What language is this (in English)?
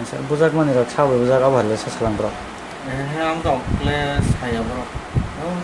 Kok Borok